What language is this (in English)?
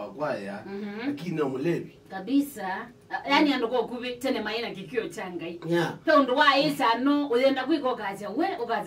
Kamba